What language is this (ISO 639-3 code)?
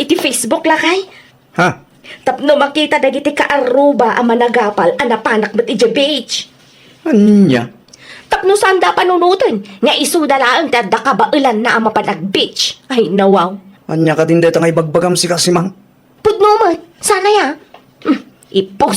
ilo